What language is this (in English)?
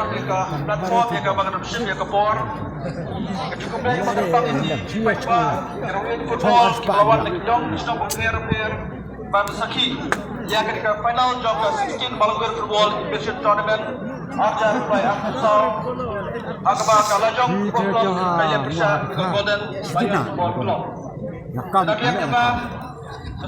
Khasi